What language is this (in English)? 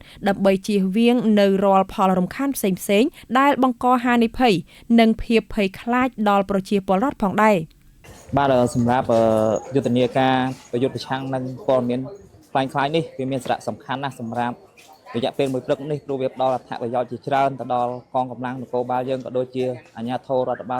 Khmer